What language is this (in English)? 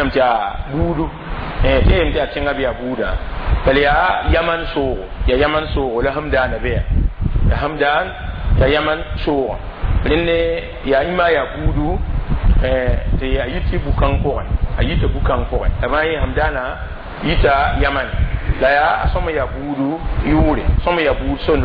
Mossi